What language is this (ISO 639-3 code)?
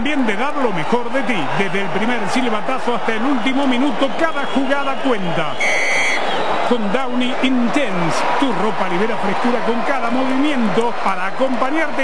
spa